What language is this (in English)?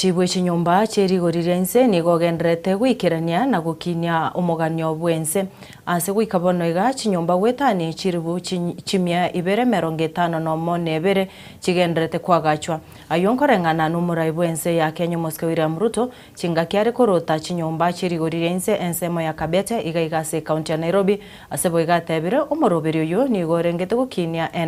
Gusii